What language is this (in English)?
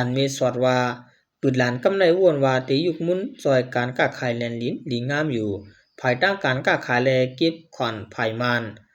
Shan